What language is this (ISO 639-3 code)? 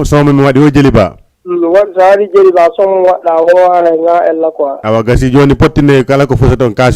ful